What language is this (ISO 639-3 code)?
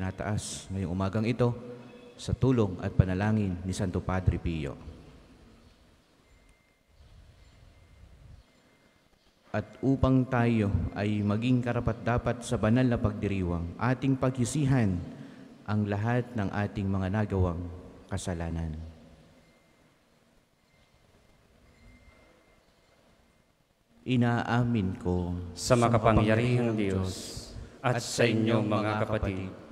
fil